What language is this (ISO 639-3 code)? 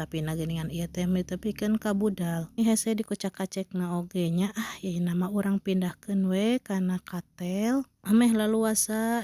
sun